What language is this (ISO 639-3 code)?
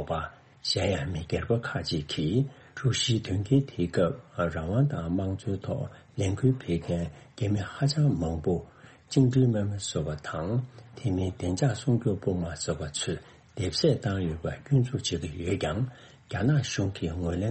bod